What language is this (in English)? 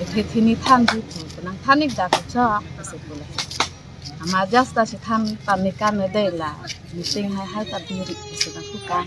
Karbi